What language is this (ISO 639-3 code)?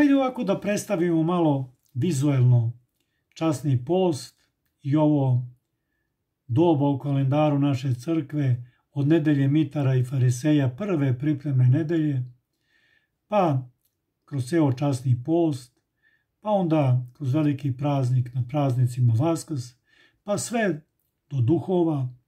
srp